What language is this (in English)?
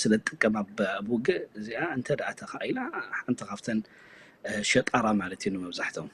Tigrinya